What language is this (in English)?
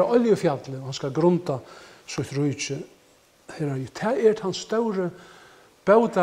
Faroese